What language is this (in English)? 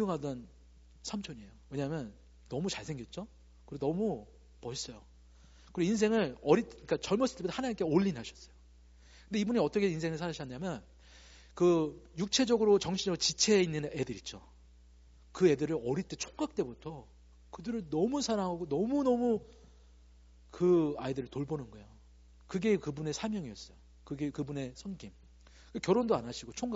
Korean